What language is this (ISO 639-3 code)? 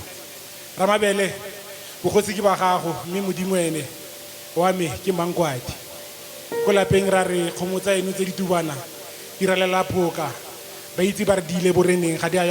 tsn